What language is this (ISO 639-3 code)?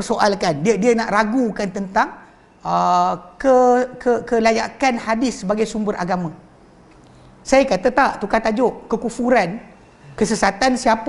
msa